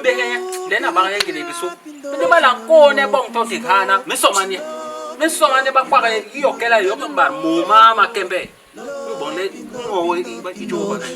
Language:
Basaa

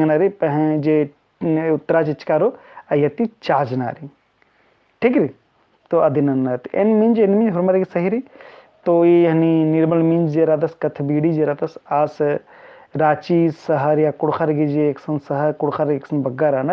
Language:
Kurukh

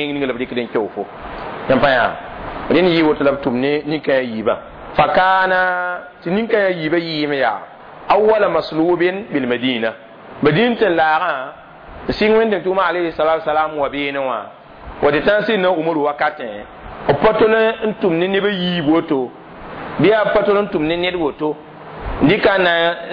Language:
Mossi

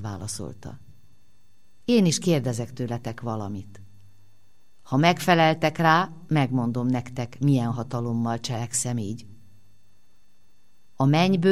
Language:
Hungarian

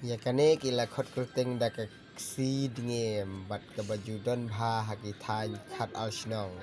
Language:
Khasi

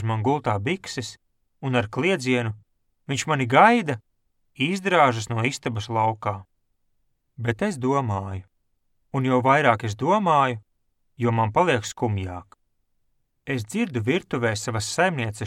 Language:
Latvian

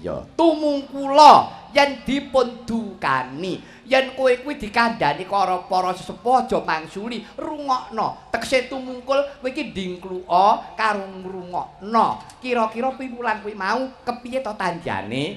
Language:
Javanese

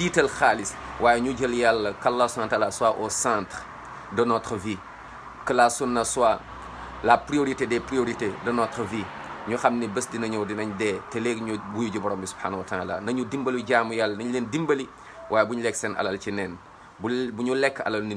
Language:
Wolof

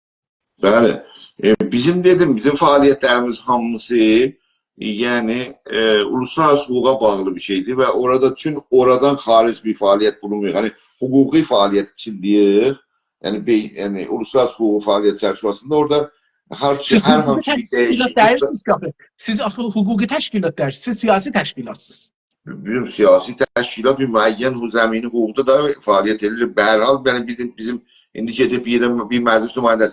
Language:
South Azerbaijani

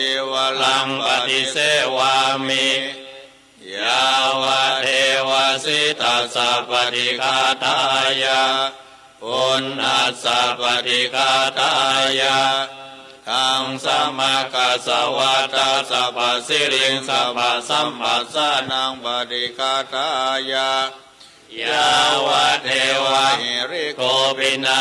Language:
Pali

